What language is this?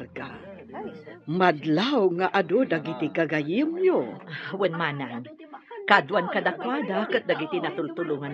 Iloko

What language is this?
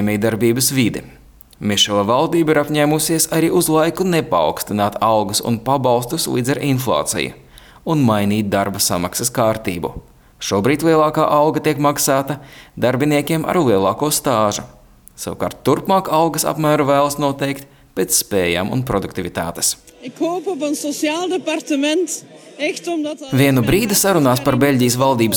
Latvian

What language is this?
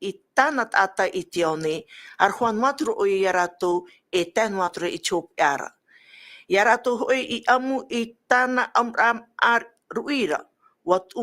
Tahitian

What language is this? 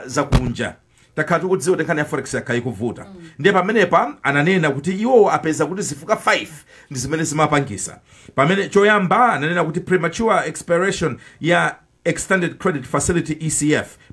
Nyanja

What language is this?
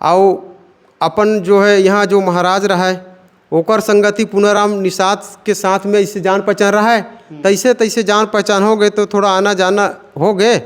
Chhattisgarhi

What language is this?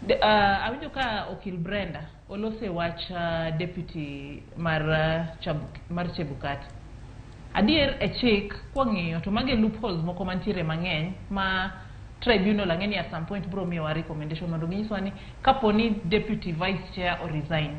Luo (Kenya and Tanzania)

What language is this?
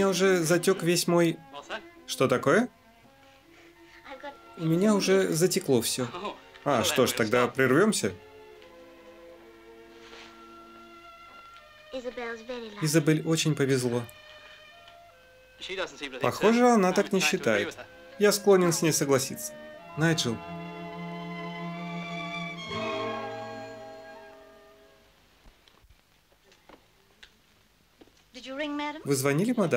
Russian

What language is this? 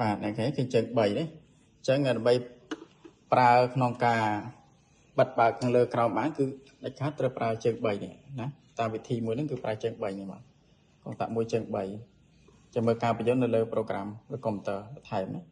Khmer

